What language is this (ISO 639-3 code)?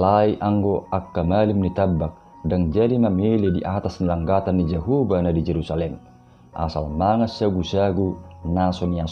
bbc